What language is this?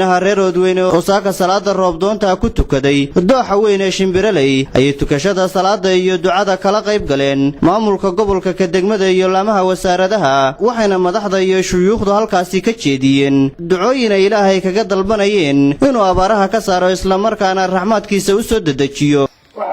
Somali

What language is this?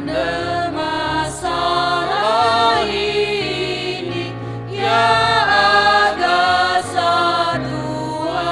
Nias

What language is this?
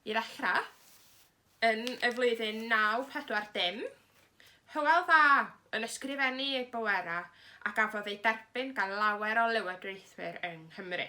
Welsh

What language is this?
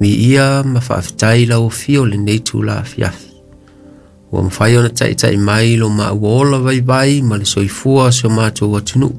Samoan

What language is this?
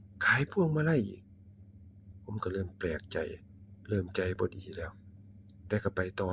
Northeastern Thai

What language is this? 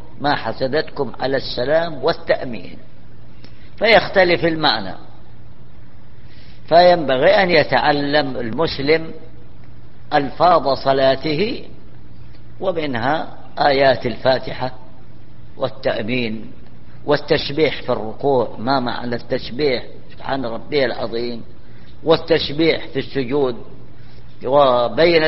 Arabic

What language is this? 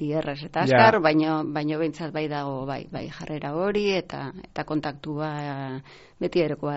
Basque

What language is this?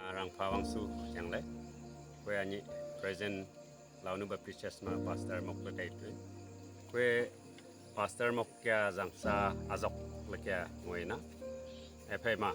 Wancho Naga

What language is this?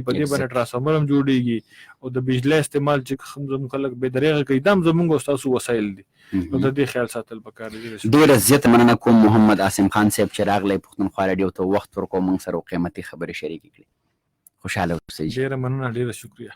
Pashto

